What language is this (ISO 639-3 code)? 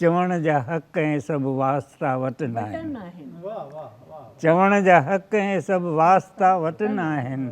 snd